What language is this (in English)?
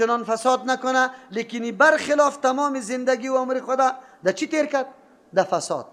Persian